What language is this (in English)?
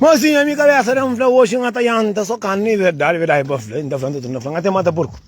Kabuverdianu